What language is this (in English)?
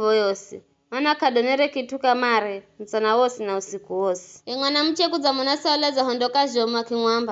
Giryama